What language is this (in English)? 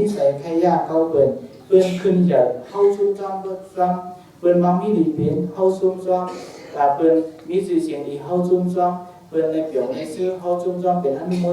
Shan